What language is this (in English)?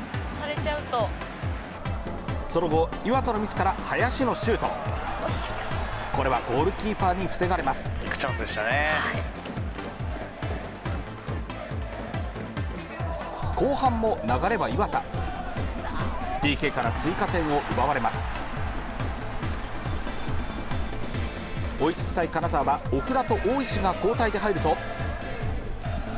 Japanese